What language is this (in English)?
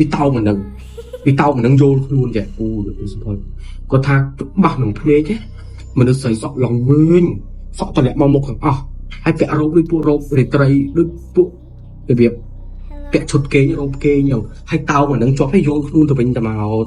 Khmer